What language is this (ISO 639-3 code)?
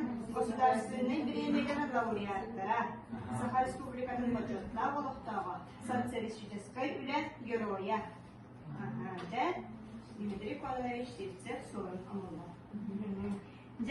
sah